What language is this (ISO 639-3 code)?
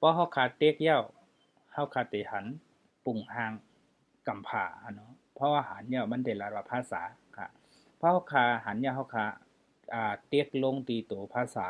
shn